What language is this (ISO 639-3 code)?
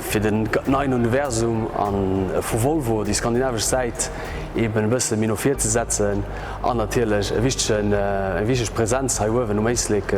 ltz